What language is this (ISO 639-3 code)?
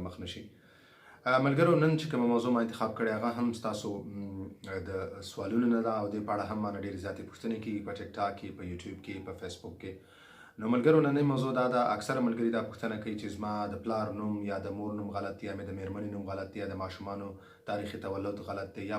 pus